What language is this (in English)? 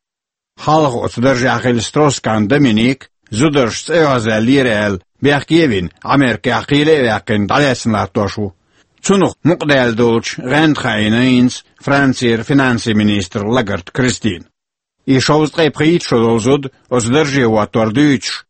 Chechen